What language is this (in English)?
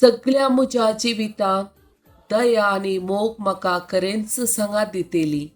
Konkani